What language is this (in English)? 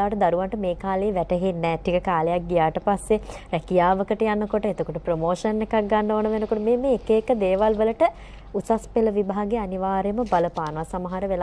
Sinhala